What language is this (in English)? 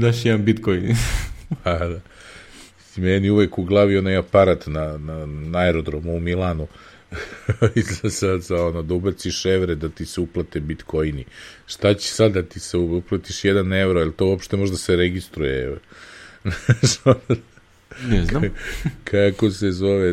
Serbian